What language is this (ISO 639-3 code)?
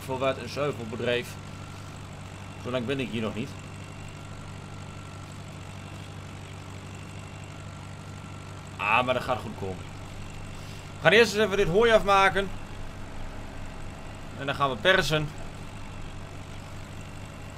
nld